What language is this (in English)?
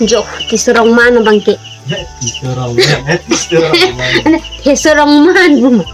Karbi